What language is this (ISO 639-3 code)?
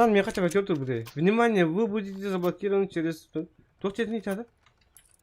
sah